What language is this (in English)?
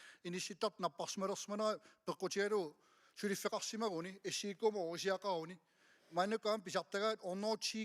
Kalaallisut